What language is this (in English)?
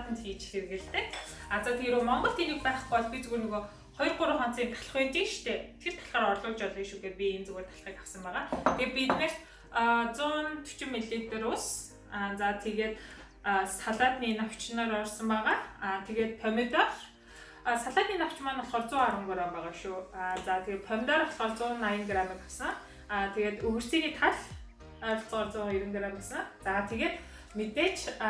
Mongolian